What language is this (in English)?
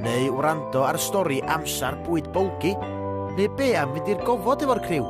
Welsh